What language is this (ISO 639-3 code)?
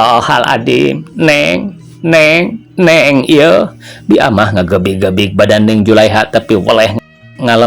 sun